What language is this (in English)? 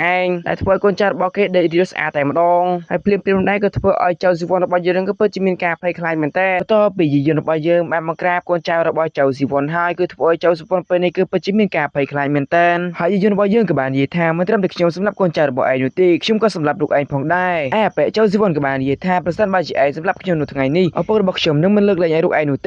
Khmer